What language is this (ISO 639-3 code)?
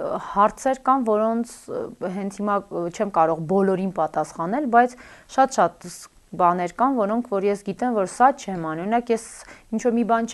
hye